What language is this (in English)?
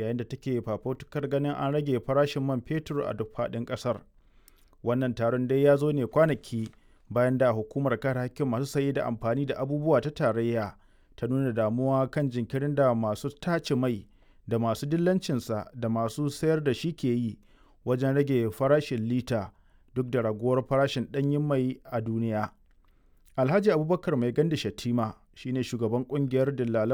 Hausa